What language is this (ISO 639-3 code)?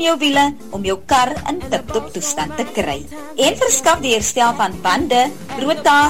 afr